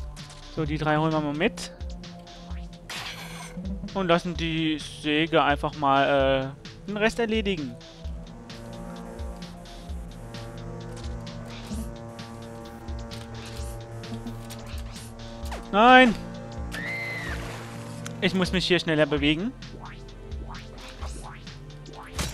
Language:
German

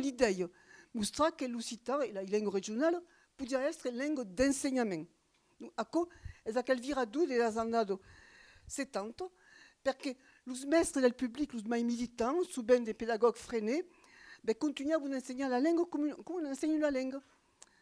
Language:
Occitan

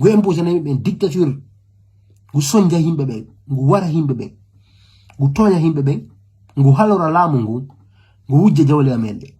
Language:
Fula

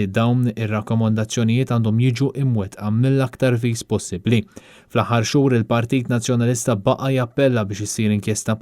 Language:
Maltese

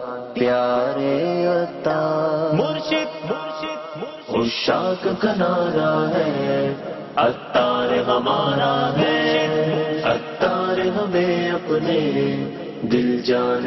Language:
Urdu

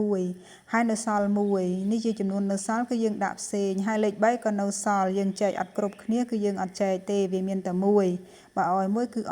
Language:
Khmer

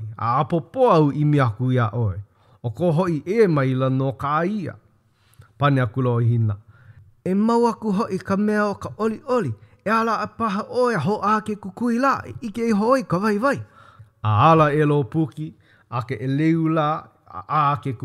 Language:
Hawaiian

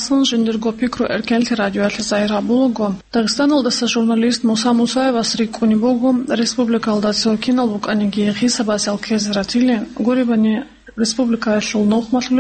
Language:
Avaric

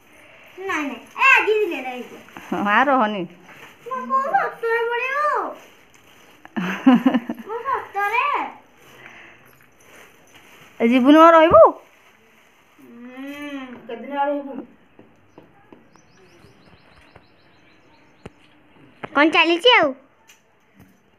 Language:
Odia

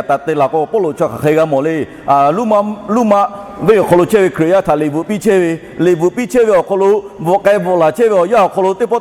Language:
Lahu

